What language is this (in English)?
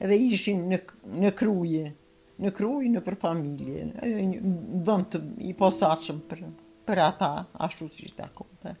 Albanian